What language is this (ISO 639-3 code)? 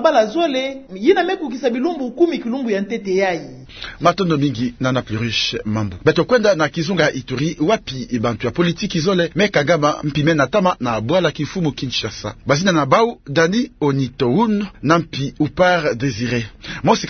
ktu